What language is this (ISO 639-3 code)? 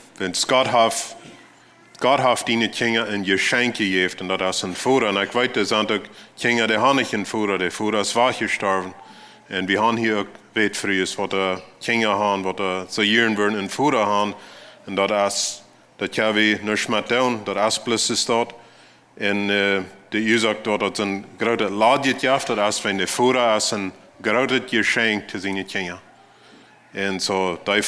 pdt